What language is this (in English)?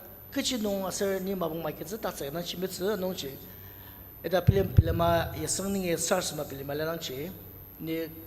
Ao Naga